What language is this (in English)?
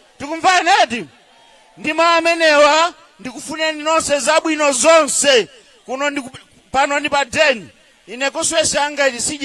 Nyanja